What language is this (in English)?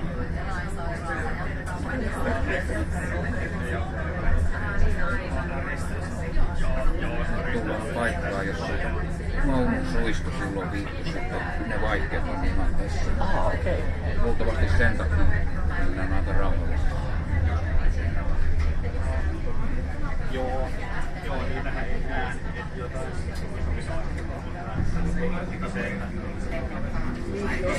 Finnish